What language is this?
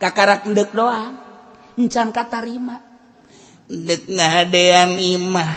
Sundanese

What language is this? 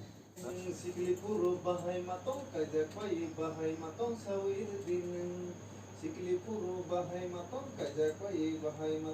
Kok Borok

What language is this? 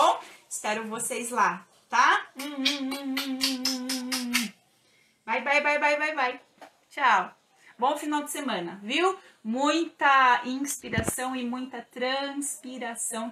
Portuguese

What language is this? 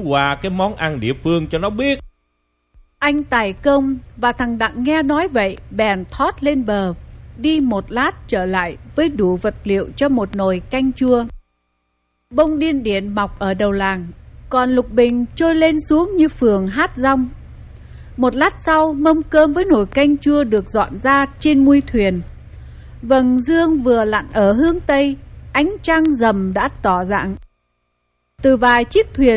Vietnamese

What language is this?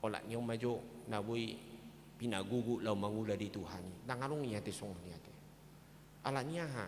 Batak Toba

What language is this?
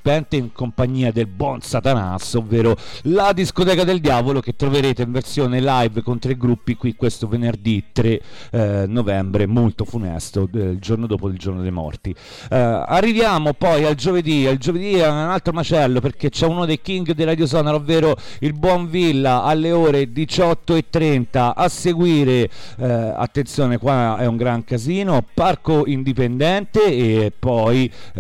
Italian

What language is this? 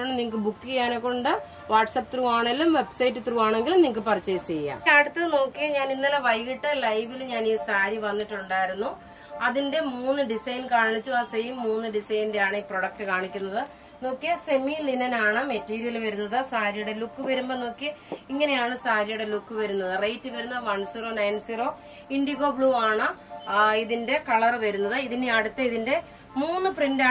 Malayalam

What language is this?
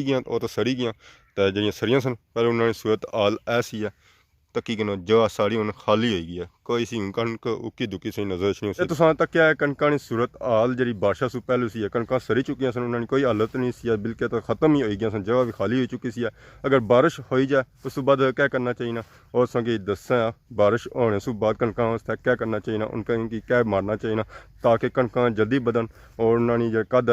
Pahari-Potwari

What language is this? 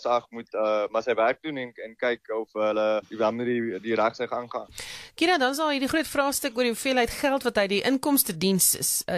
Afrikaans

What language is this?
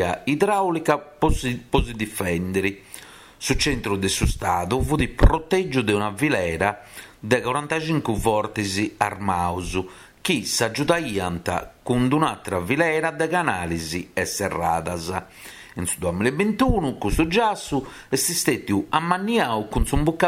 Sardinian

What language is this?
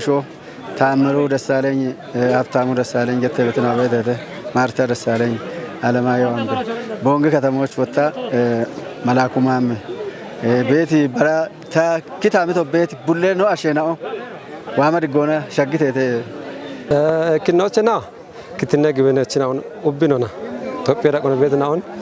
Kafa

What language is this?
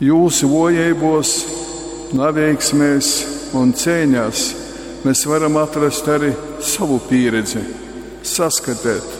Latgalian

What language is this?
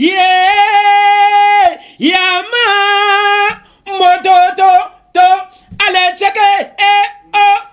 Lingala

